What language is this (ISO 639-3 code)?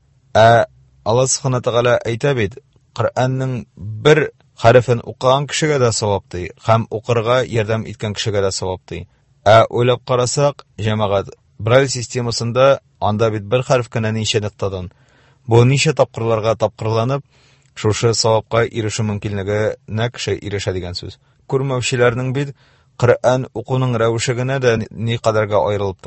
tat